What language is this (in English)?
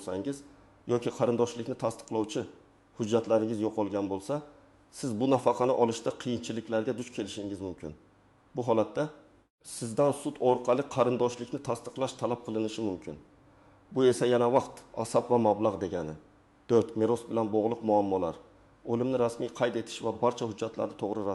Uzbek